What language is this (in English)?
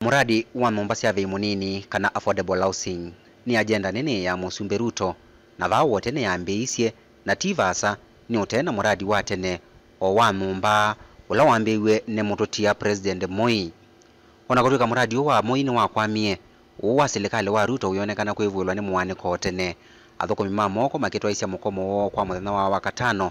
Kamba